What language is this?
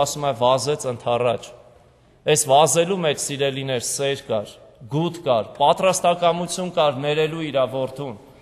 Armenian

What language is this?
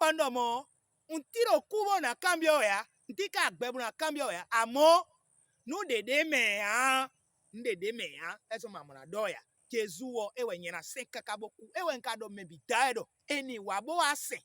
Fon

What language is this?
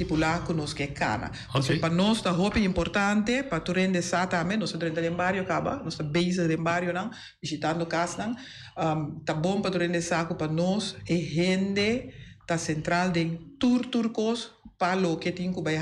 Papiamento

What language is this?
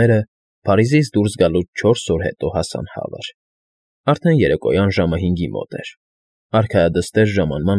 Armenian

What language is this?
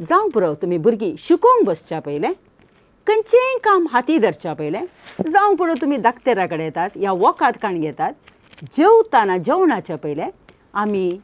Konkani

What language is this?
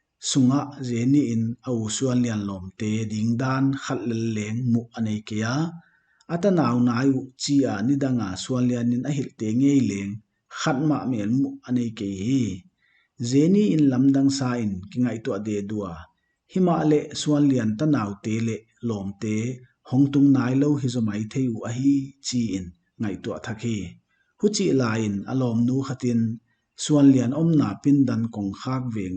Paite Chin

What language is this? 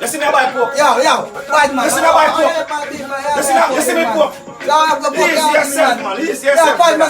Jamaican Creole English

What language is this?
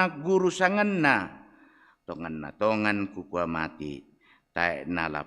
Toraja-Sa'dan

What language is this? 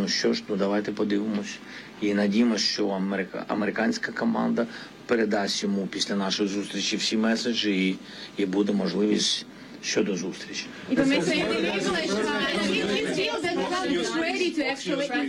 Ukrainian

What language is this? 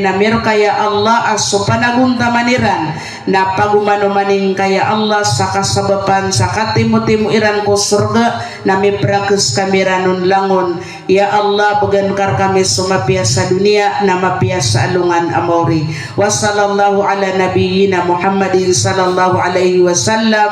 Maranao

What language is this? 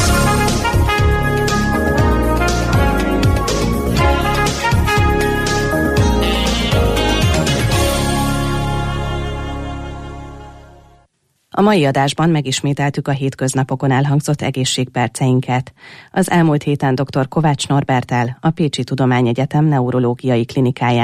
Hungarian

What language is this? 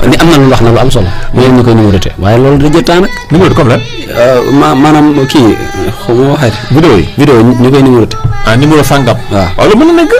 Wolof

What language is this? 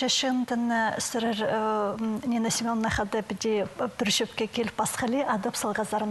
Khakas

